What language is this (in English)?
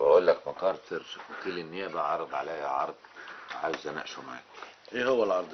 Egyptian Arabic